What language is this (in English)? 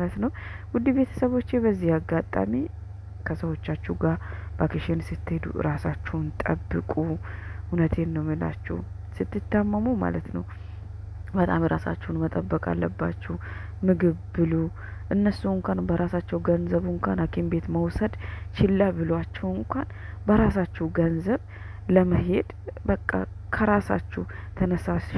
Amharic